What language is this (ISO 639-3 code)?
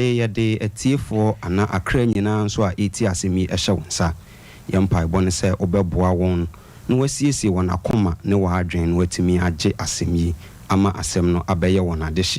aka